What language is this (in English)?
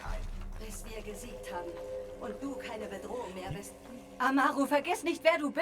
Bavarian